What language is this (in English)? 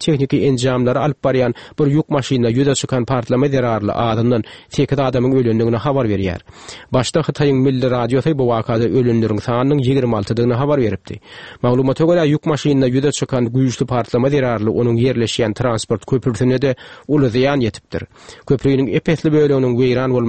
Turkmen